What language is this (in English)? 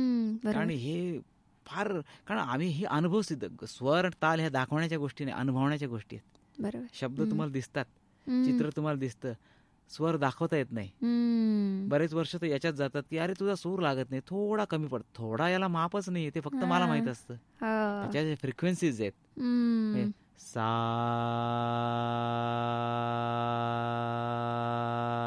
Marathi